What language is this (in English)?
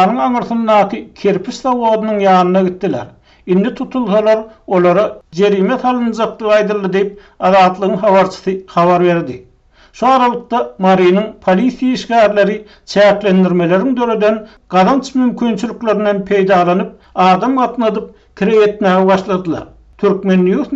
Turkmen